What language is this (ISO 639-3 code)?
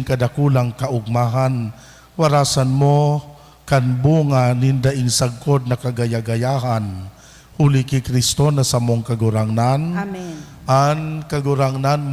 bik